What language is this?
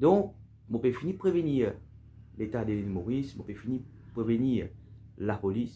Morisyen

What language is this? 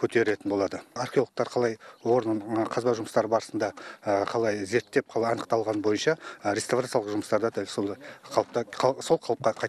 Kazakh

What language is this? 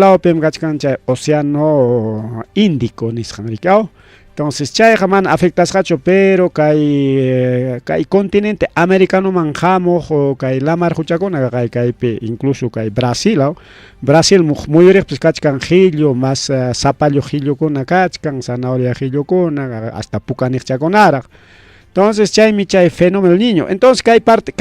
Ayacucho Quechua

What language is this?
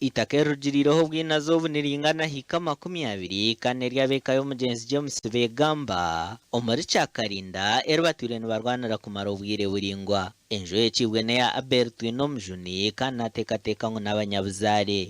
Nyankole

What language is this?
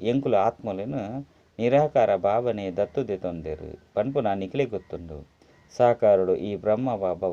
Tulu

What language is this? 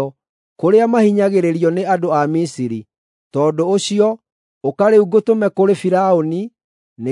Kikuyu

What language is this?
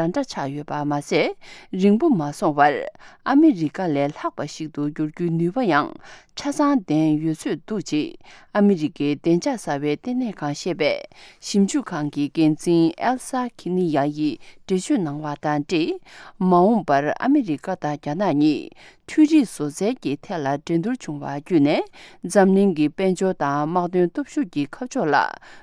Tibetan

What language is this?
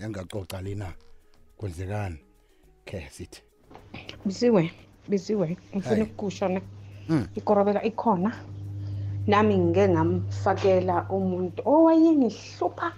South Ndebele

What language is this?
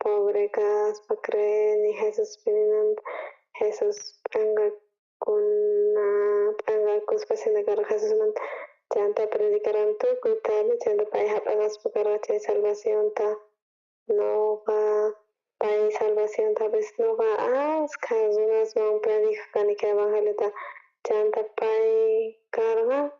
South Bolivian Quechua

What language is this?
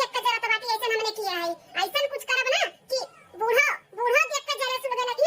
Awadhi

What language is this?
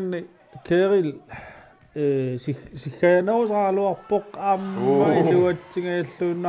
Kalaallisut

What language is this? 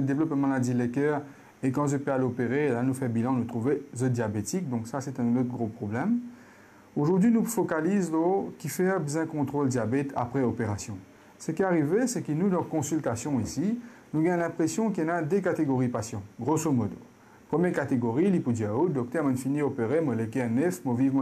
Morisyen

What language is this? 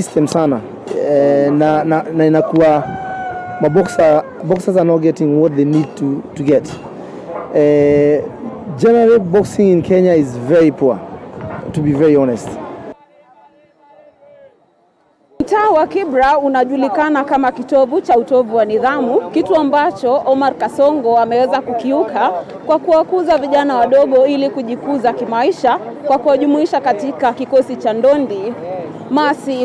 Swahili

